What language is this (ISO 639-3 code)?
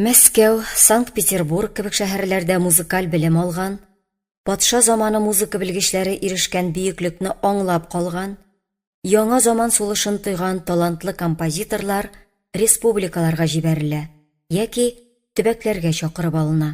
tat